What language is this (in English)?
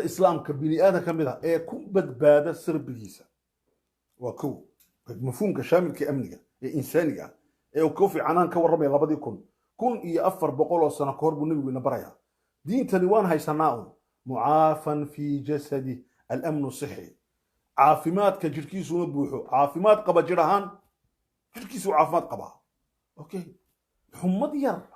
Somali